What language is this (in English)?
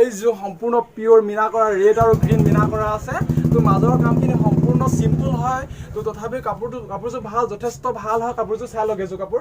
Assamese